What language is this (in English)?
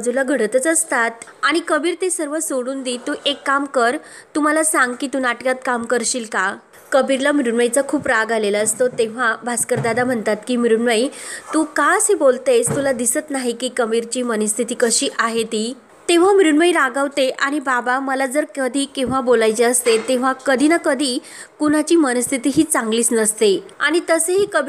Marathi